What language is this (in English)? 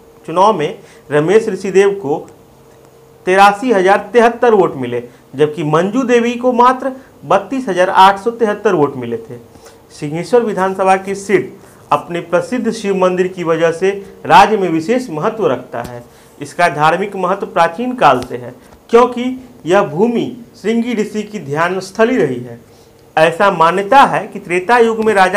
Hindi